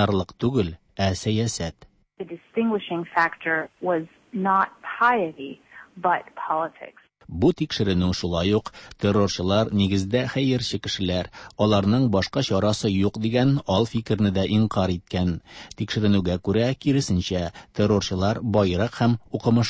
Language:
Tatar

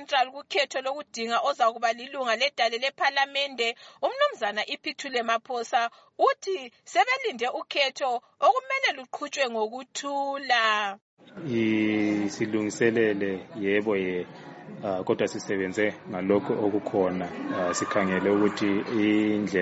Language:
North Ndebele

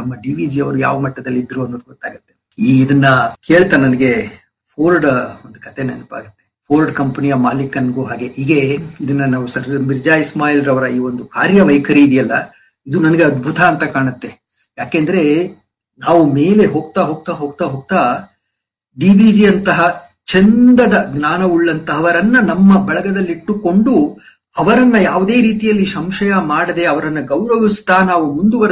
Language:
Kannada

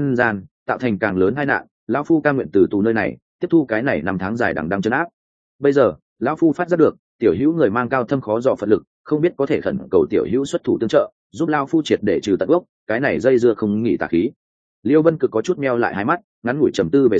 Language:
Vietnamese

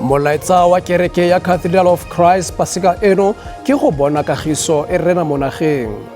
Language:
Tswana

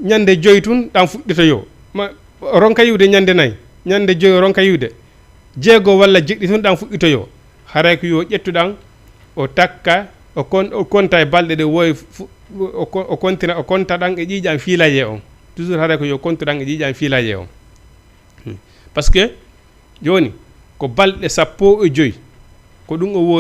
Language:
Fula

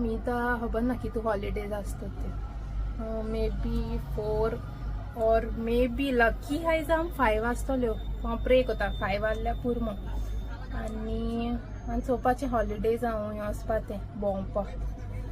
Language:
Konkani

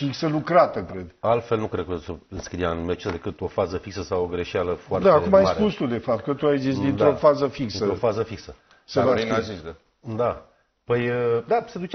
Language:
Romanian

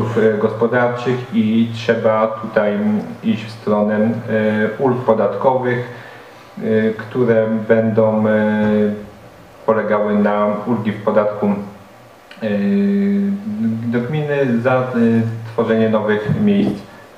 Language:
Polish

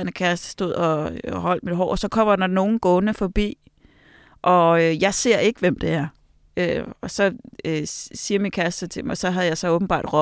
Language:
Danish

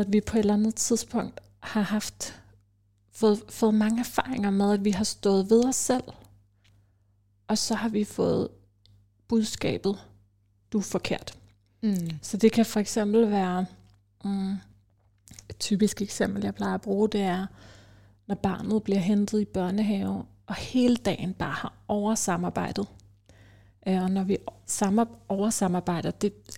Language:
Danish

